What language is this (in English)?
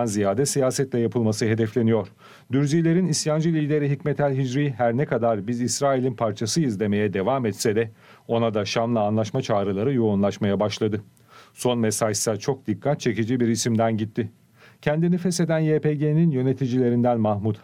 Turkish